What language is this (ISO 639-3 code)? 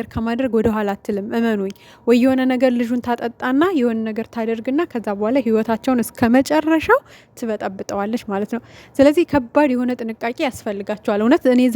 amh